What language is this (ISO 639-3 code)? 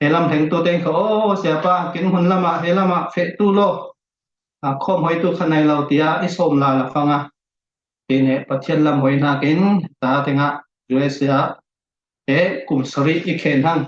cfm